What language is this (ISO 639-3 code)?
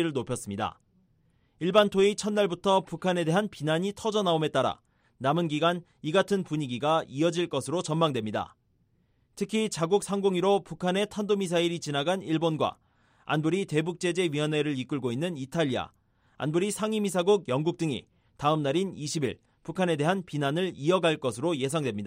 kor